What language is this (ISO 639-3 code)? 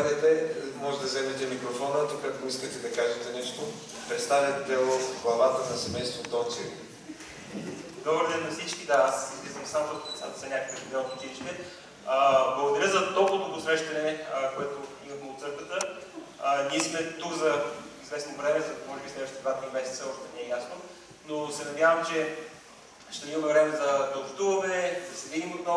bul